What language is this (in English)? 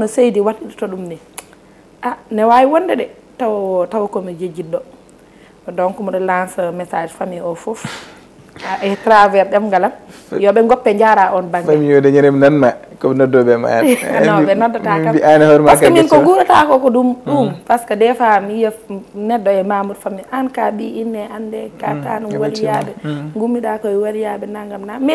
Fula